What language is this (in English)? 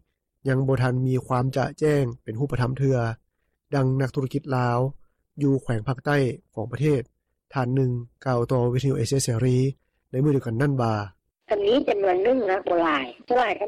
Lao